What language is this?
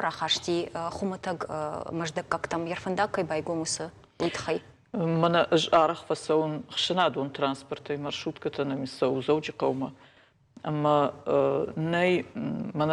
Ossetic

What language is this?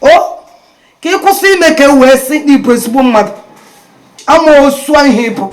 Igbo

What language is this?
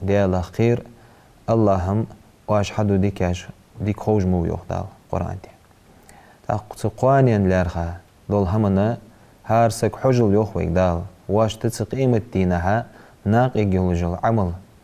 Ingush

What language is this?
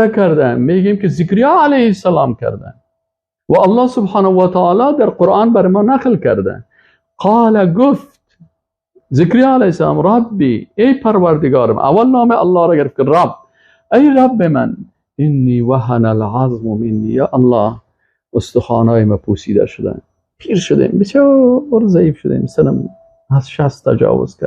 Persian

